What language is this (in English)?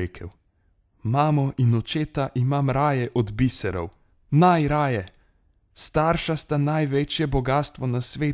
Slovenian